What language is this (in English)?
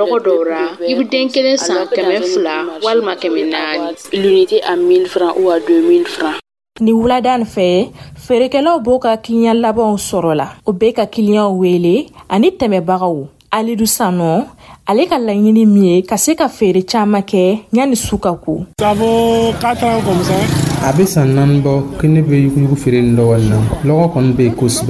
Dyula